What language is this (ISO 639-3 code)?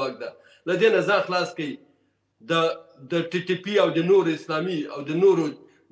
pus